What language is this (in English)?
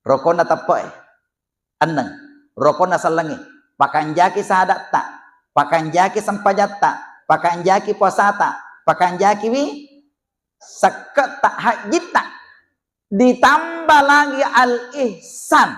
Buginese